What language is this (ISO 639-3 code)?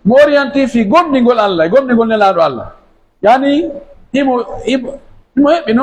fuf